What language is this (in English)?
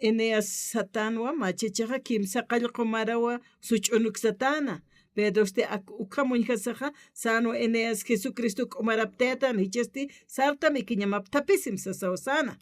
Aymara